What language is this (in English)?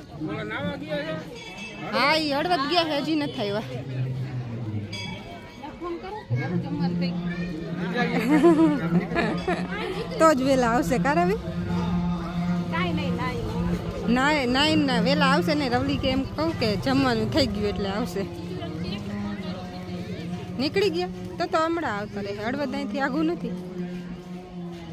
Gujarati